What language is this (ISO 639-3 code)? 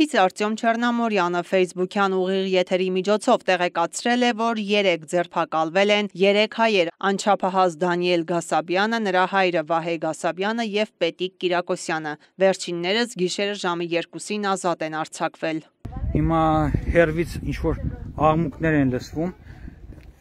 hye